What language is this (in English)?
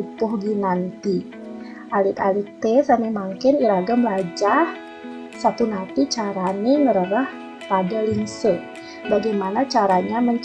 Balinese